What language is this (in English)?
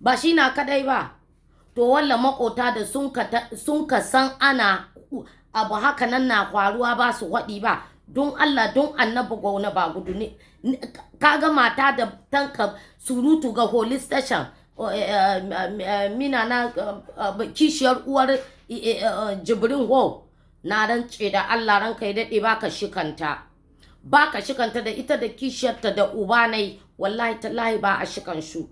Hausa